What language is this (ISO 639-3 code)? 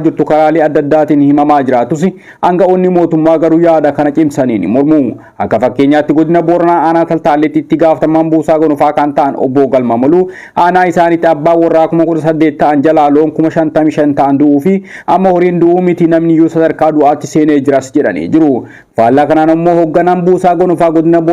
orm